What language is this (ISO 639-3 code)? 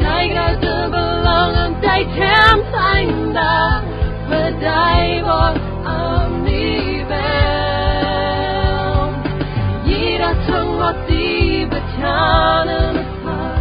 pdt